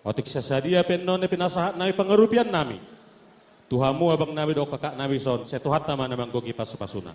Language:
Batak Toba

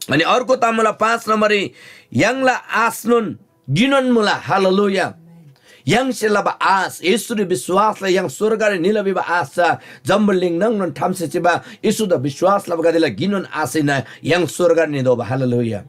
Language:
Eastern Tamang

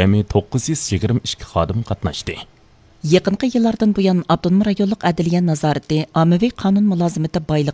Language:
Uyghur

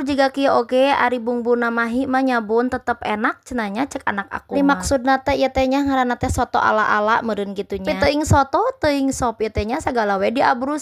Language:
Sundanese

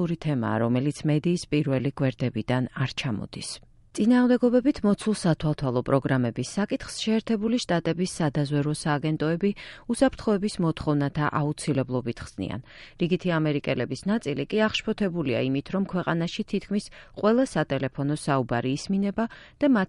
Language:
Georgian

